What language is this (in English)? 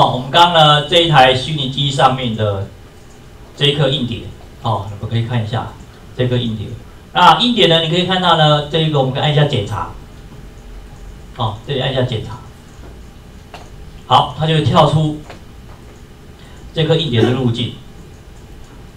Chinese